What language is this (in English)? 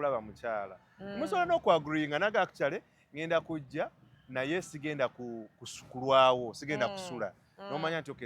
Ganda